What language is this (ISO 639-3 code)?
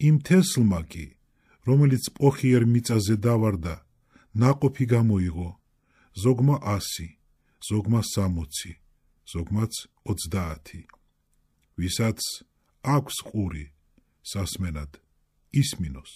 kat